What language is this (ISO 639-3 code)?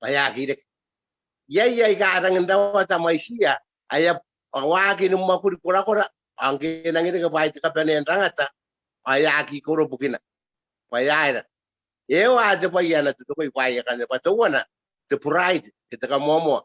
gil